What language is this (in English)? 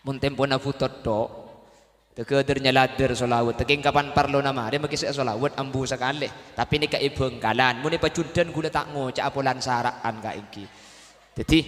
Madurese